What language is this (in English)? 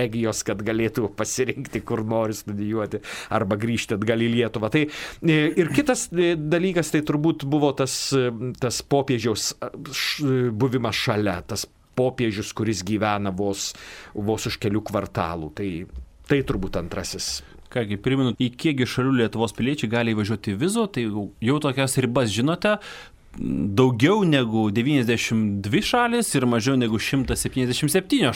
Lithuanian